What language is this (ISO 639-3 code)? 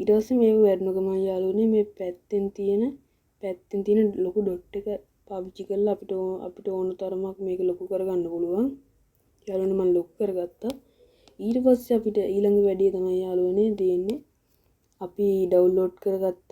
sin